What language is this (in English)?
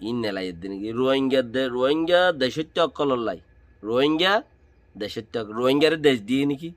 Rohingya